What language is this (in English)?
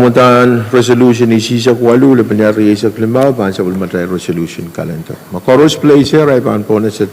Pohnpeian